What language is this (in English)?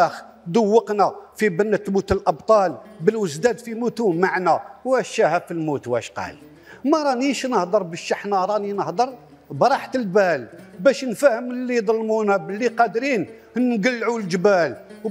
Algerian Arabic